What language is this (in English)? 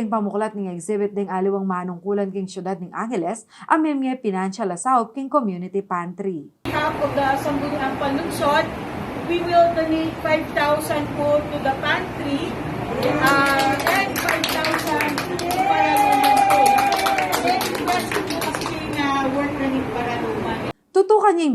Pampanga